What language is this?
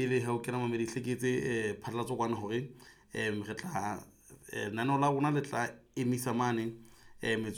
Southern Sotho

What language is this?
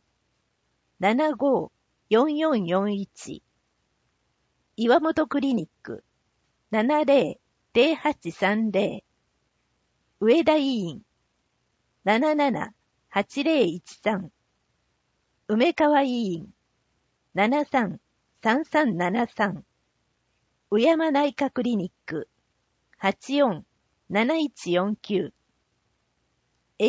Japanese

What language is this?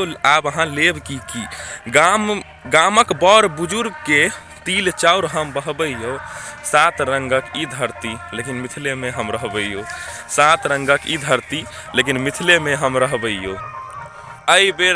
Maithili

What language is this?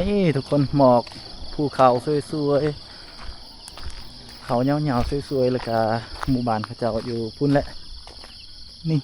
Lao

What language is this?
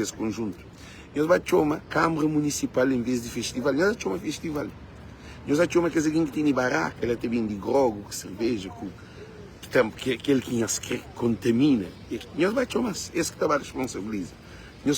Kabuverdianu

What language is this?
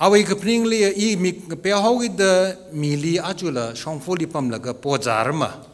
Tangkhul Naga (India)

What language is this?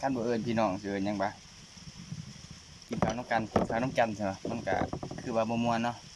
Lao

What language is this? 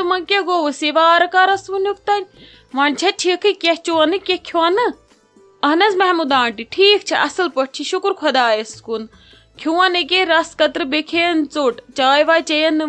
Kashmiri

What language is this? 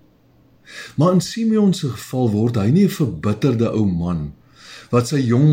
Afrikaans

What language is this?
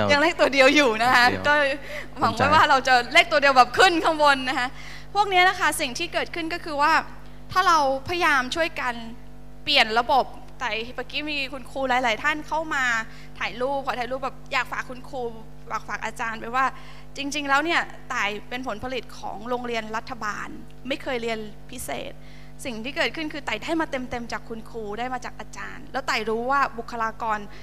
Thai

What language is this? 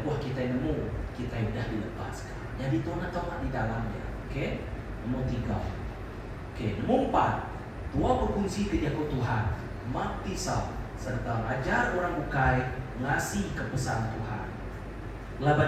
Iban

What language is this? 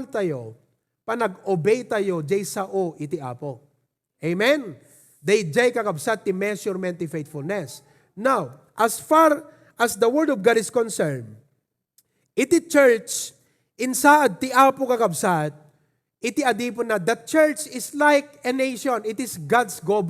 Iloko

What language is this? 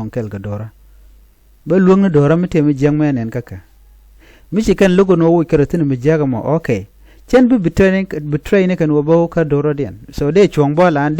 Nuer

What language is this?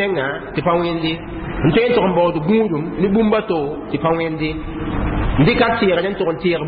Mossi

